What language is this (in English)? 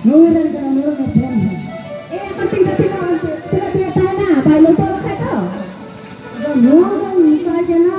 Santali